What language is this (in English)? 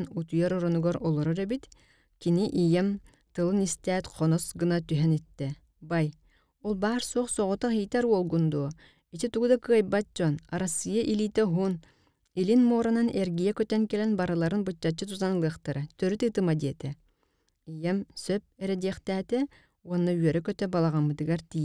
Yakut